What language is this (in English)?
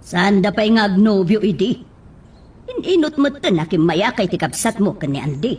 Iloko